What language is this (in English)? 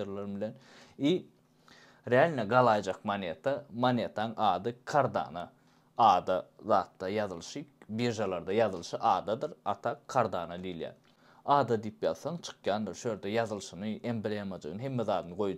Turkmen